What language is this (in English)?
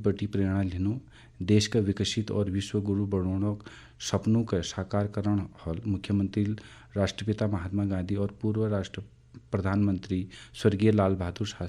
Garhwali